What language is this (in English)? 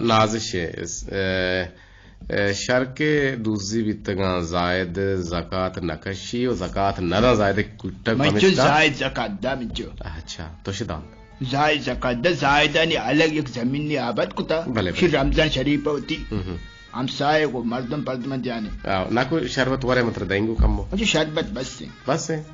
Eastern Balochi